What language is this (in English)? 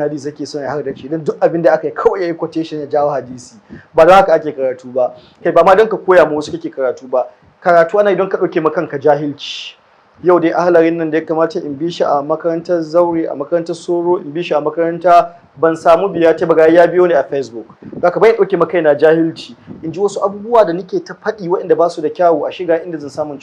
Hausa